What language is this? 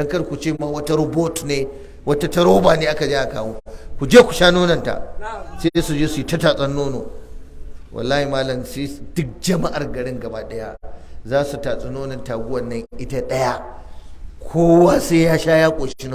Hausa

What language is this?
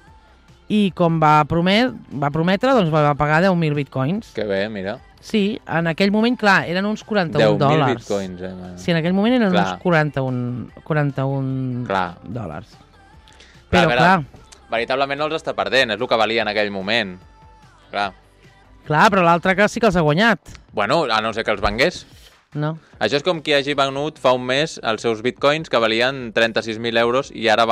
Catalan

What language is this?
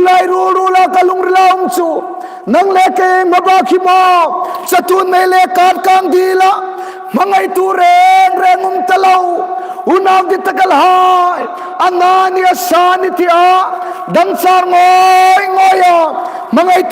Hmar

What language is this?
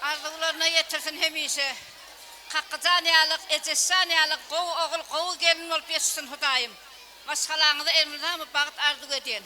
Turkmen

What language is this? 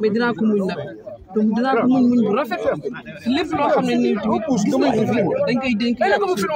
Wolof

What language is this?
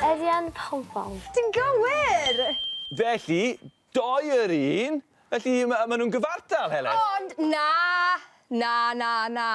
Welsh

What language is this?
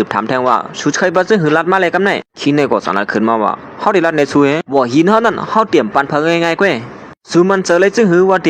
Shan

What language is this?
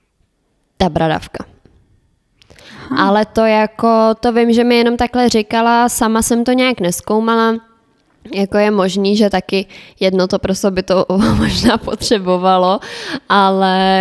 Czech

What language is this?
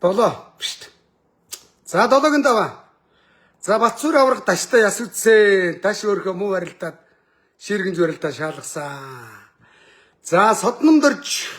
Mongolian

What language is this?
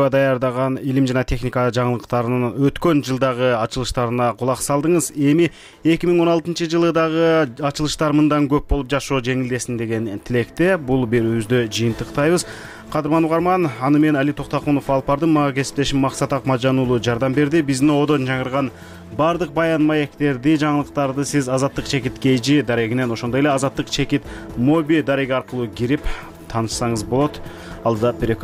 Kyrgyz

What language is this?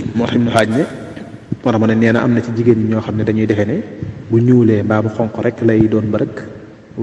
Wolof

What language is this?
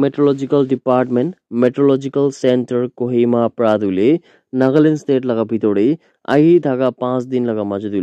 Naga Pidgin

